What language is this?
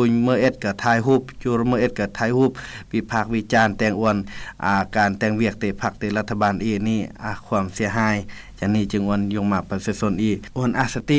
Lao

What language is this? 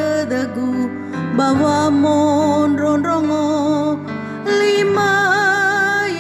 Nias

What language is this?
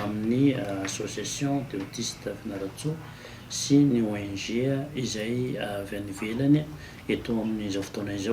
Malagasy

